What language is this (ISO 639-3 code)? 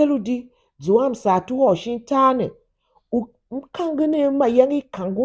tiv